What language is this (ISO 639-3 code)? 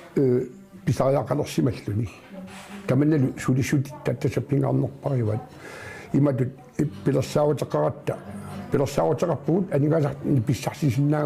kal